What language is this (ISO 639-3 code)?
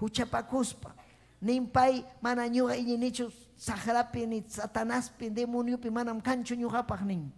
quy